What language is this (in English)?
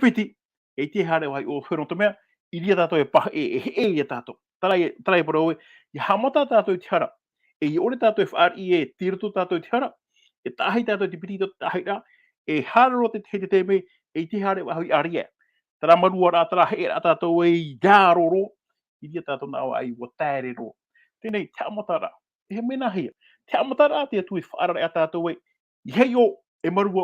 Tahitian